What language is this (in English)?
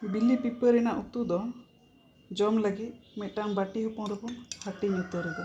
Santali